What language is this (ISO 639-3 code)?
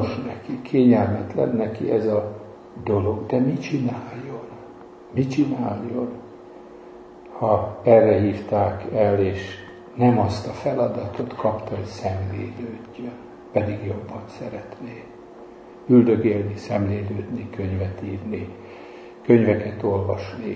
hun